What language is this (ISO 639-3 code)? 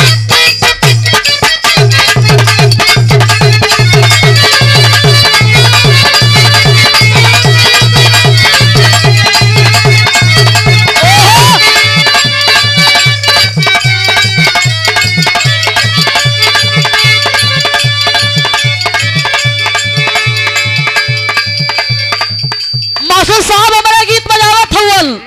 bho